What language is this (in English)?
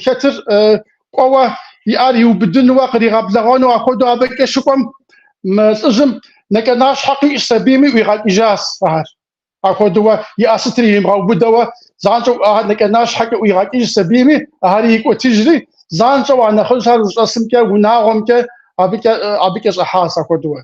Kabardian